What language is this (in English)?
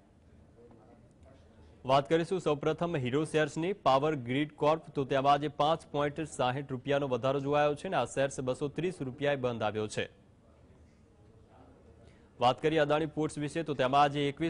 Gujarati